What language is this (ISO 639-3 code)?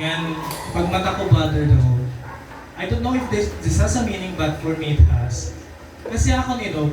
war